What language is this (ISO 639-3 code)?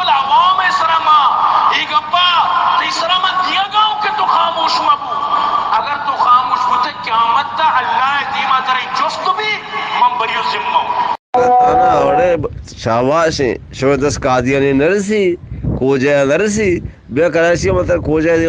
bal